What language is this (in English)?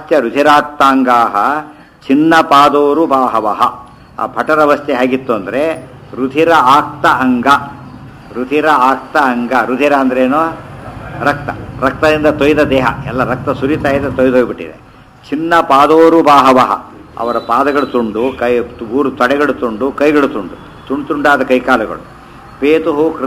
Kannada